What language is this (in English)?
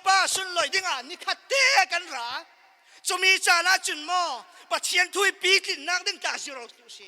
Falam Chin